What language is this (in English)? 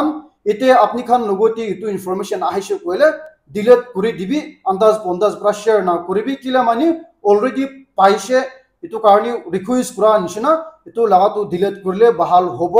Naga Pidgin